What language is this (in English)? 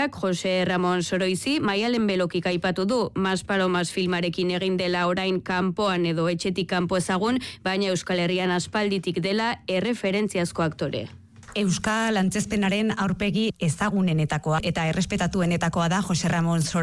Basque